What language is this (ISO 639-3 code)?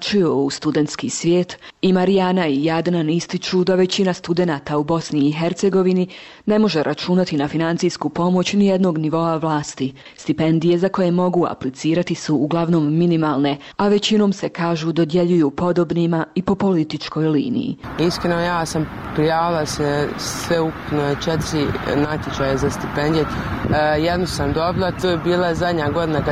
bos